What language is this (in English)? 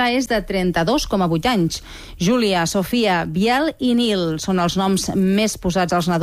Catalan